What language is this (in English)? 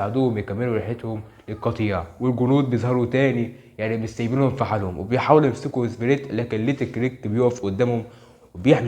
Egyptian Arabic